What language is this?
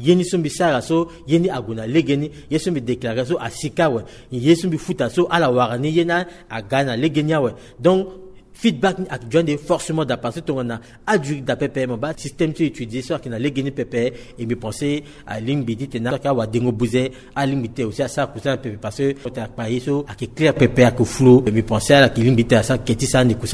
Sango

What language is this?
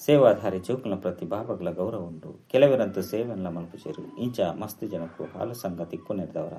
Tulu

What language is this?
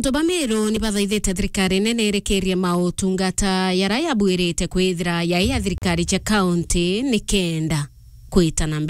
Meru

